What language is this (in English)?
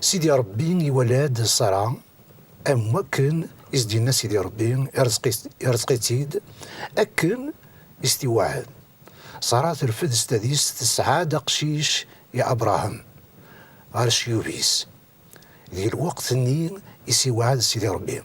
Kabyle